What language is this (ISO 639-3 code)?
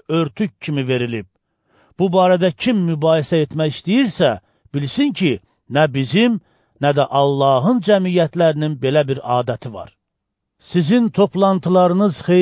aze